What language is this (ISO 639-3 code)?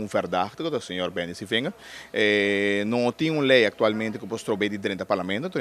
pap